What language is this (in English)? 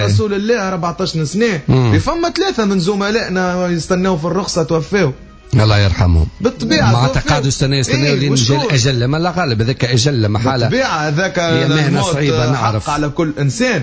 Tunisian Arabic